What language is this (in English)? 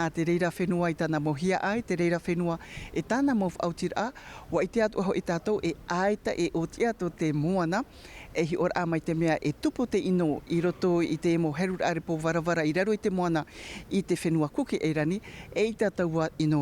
Tahitian